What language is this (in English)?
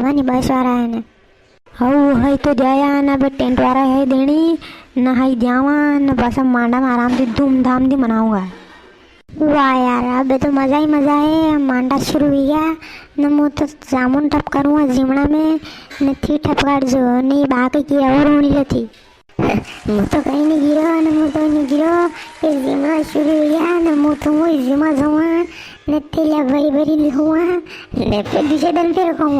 Rajasthani